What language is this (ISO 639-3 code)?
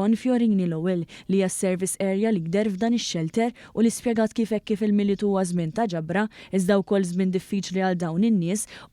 mlt